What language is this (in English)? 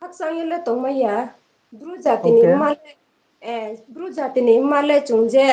Riang (India)